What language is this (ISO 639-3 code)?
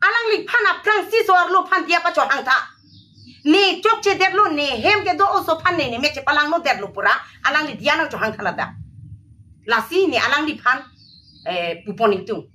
mjw